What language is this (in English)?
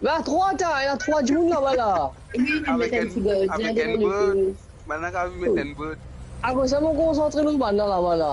Morisyen